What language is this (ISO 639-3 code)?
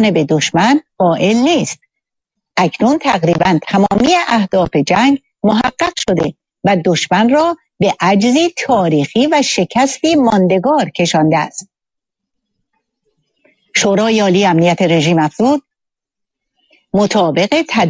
fas